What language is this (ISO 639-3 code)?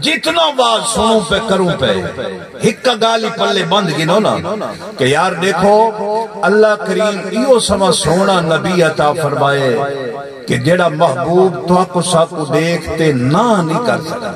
skr